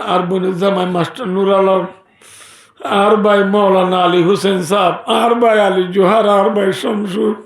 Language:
Rohingya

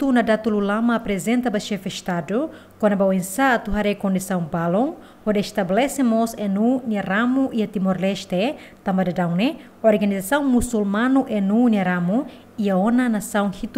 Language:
Tetum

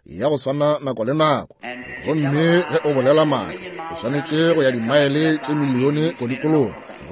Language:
Northern Sotho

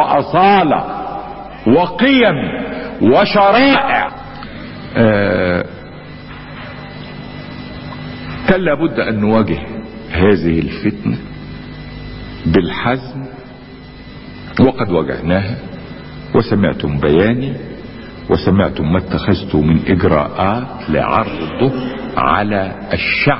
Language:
Egyptian Arabic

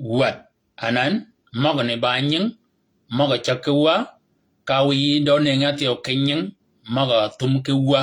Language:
Shilluk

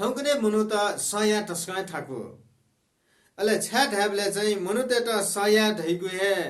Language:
Newari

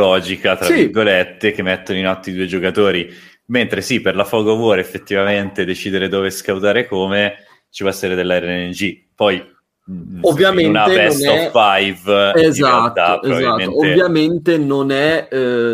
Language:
Italian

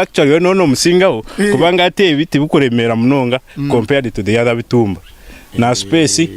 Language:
Nyankole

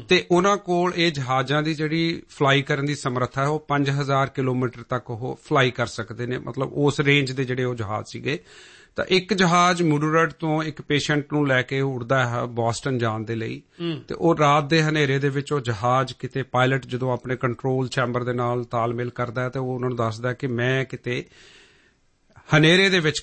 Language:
Punjabi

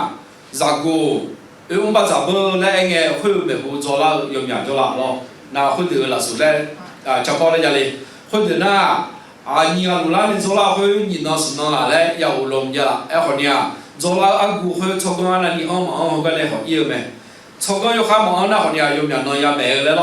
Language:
Akha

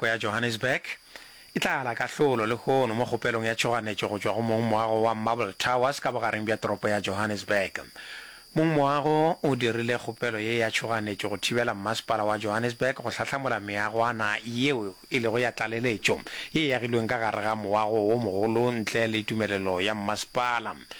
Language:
Northern Sotho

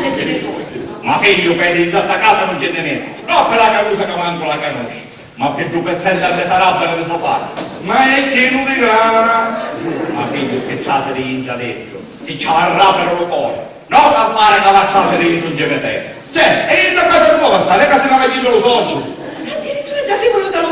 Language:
Sicilian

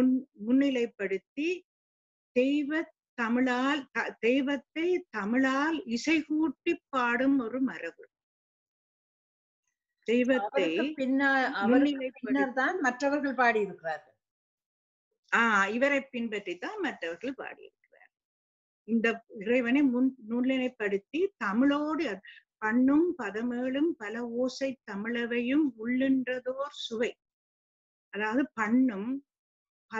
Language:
Tamil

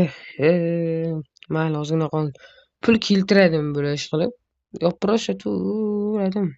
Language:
Uzbek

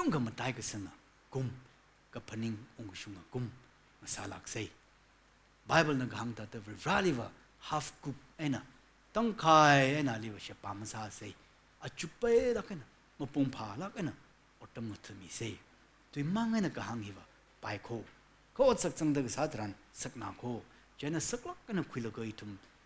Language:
Tangkhul Naga (India)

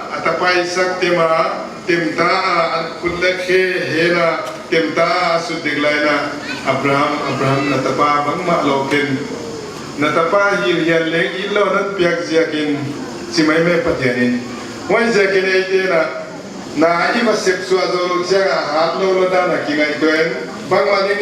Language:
Paite Chin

